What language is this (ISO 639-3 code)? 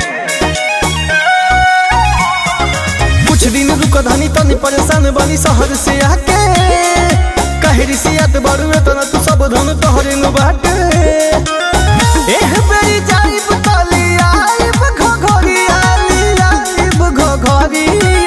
bho